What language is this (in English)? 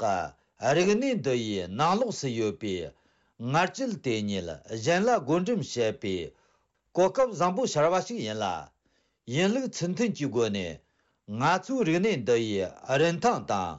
Tibetan